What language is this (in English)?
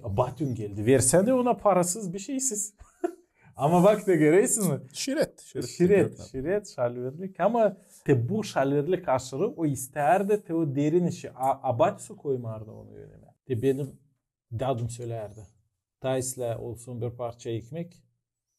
Gagauz